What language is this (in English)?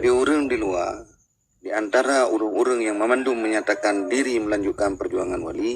Achinese